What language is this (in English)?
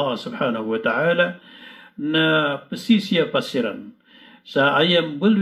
Maranao